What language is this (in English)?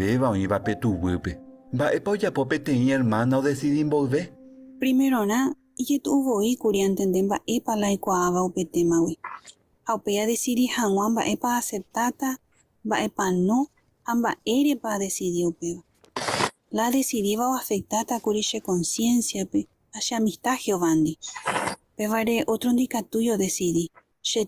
Guarani